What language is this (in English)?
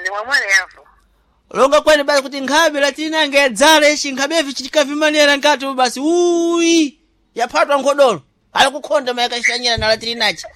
Sena